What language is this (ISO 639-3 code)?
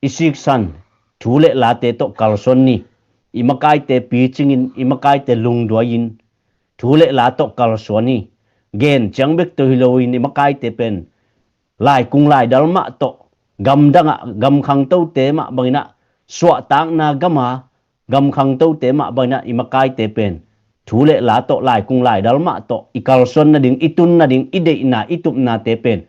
ctd